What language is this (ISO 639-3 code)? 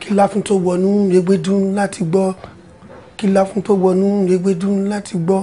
yor